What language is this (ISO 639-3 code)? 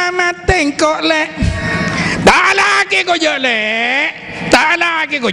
mad